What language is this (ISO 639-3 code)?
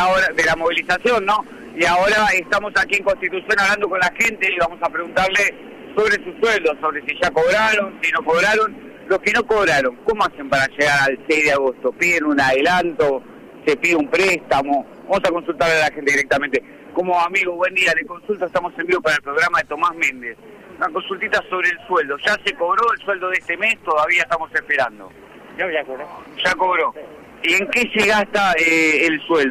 spa